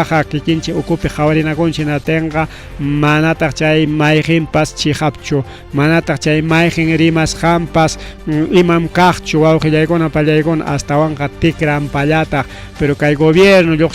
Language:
Ayacucho Quechua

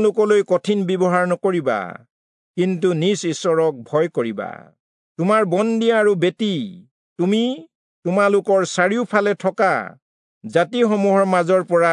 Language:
Assamese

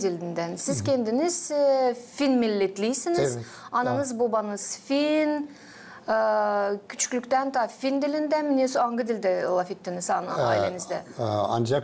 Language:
Gagauz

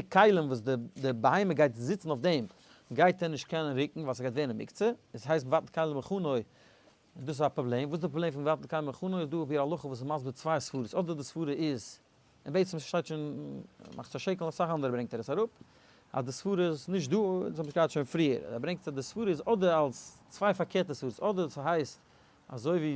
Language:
Yiddish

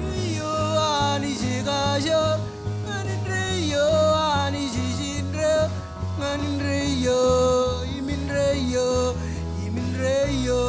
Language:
Marshallese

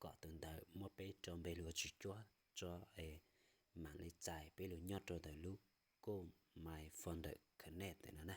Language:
Hmong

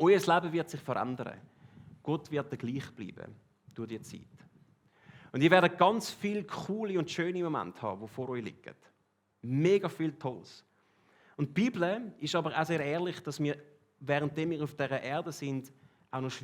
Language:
Swiss German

